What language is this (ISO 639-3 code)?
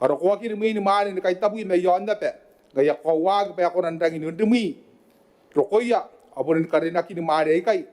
gil